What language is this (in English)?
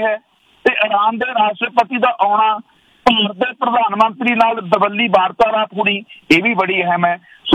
Punjabi